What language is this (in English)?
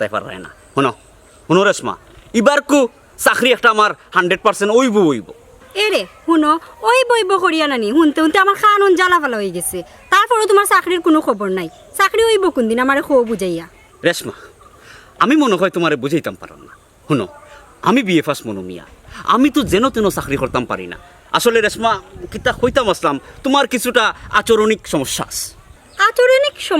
Sylheti